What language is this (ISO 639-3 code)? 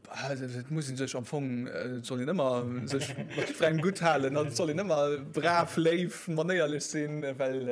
ltz